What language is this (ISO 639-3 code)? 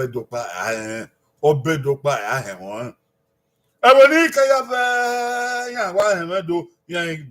bin